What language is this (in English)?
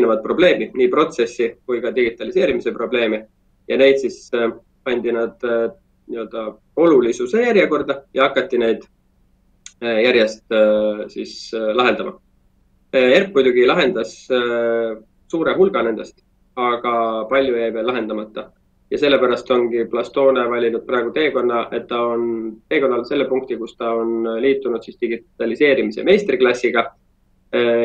Estonian